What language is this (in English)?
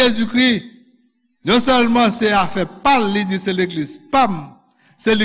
Haitian Creole